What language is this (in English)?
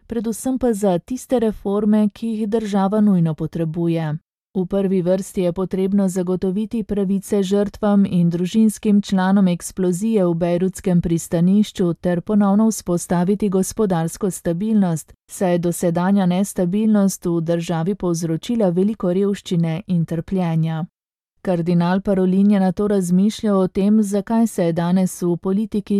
Slovenian